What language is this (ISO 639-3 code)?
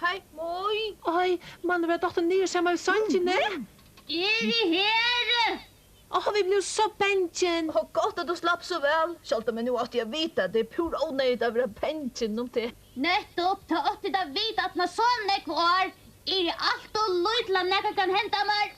fao